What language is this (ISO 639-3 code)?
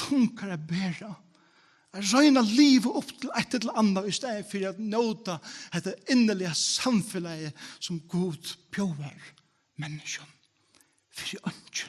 fao